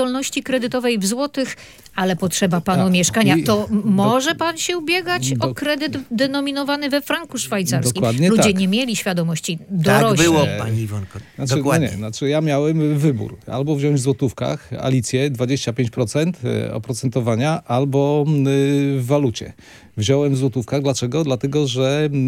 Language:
Polish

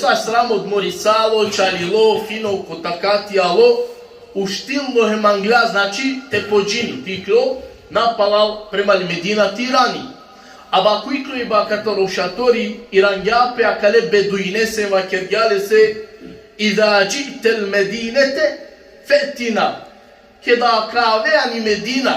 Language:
Balkan Romani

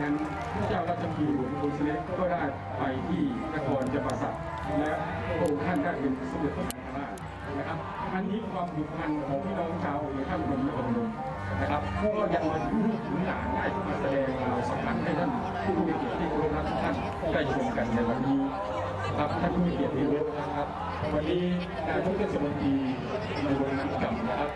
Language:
Thai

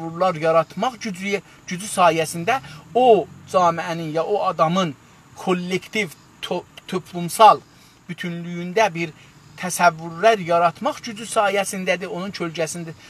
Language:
South Azerbaijani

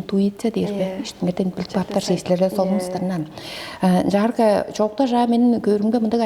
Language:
Tuvinian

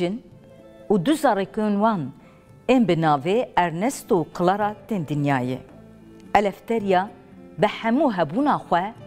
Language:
Kurdish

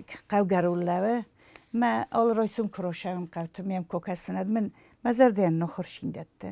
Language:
Ossetic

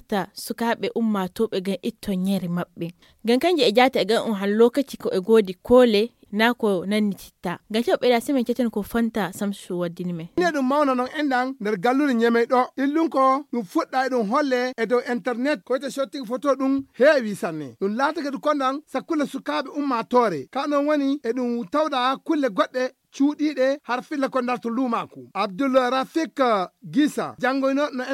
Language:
Fula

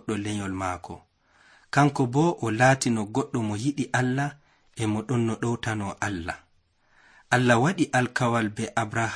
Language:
Nigerian Fulfulde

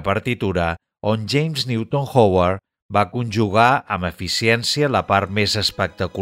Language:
Catalan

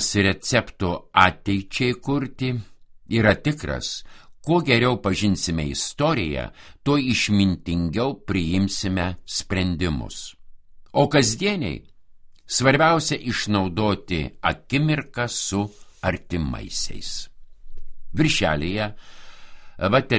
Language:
Lithuanian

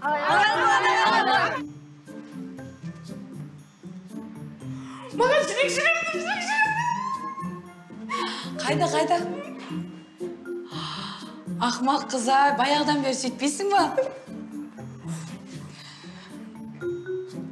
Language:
Kazakh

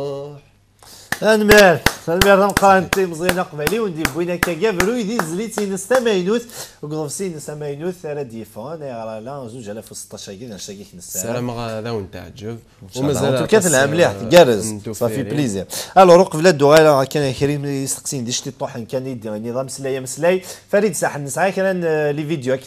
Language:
Kabyle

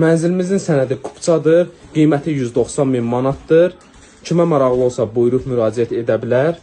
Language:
Azerbaijani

